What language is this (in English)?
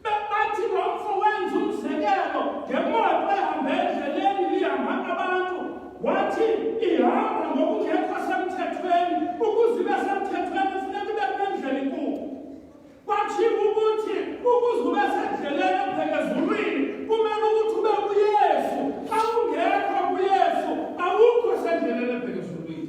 Xhosa